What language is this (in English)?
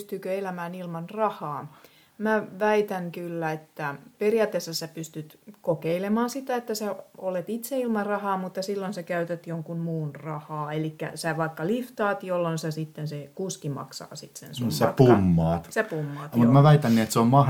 Finnish